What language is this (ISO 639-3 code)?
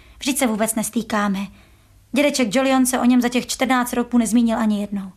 ces